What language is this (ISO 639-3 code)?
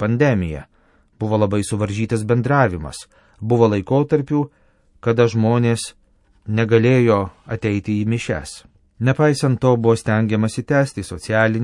lit